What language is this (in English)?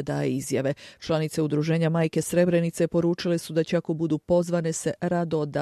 Bosnian